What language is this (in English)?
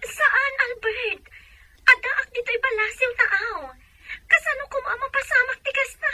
Iloko